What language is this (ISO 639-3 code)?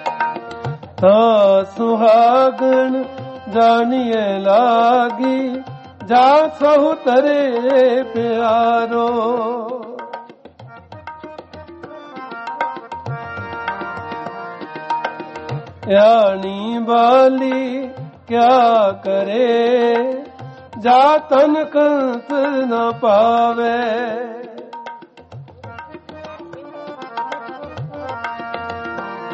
pan